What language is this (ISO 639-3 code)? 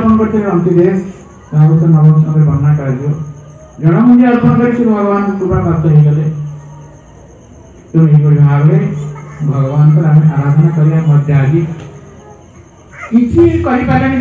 ori